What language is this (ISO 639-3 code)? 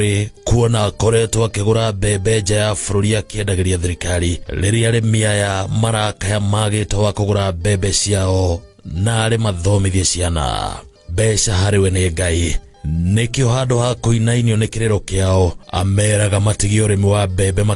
kik